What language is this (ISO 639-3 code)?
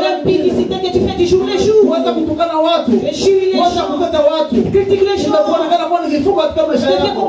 swa